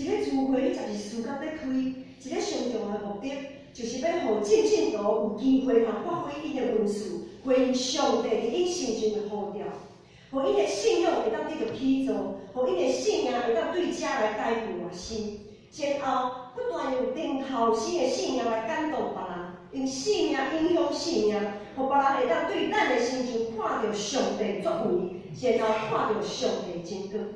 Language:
Min Nan Chinese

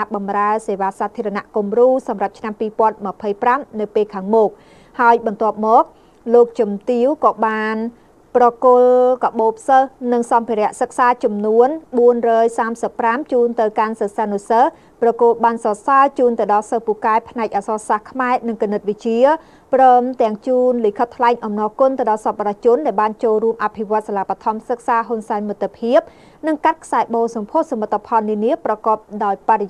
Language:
Khmer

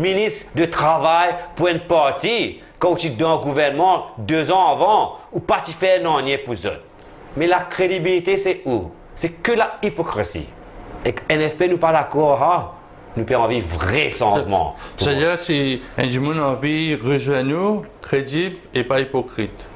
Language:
Morisyen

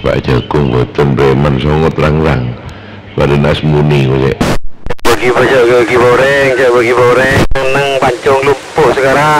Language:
Madurese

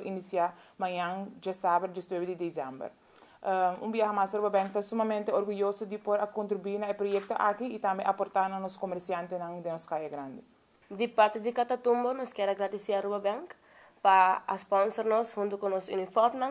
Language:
Papiamento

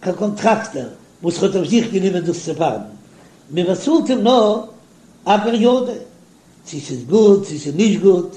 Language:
Yiddish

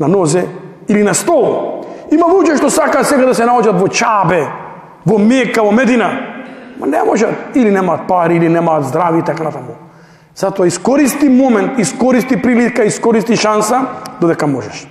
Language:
Macedonian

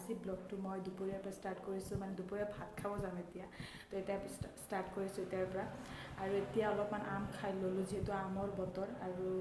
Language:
Assamese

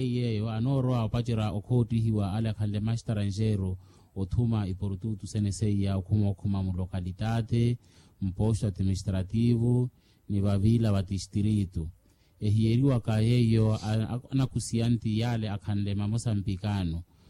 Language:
Makhuwa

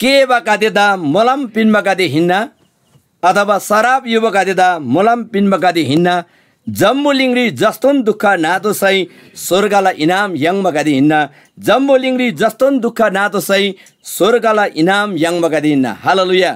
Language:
Eastern Tamang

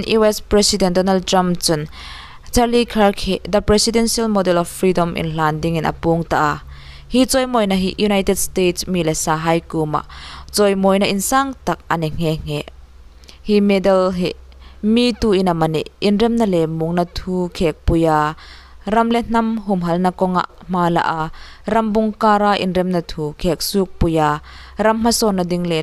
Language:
Hmar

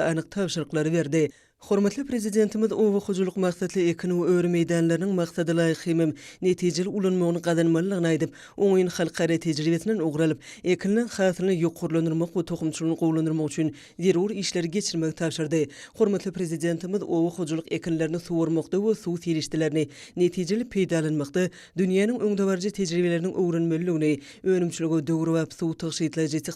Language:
Turkmen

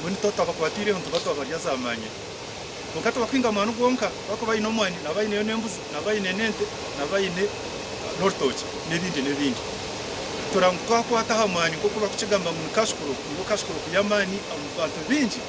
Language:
Nyankole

